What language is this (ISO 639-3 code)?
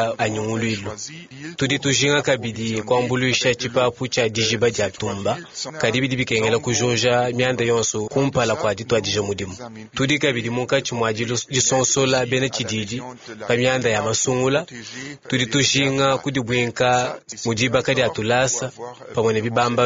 lua